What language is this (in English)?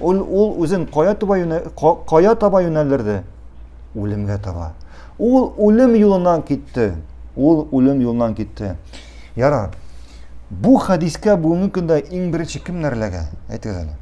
Tatar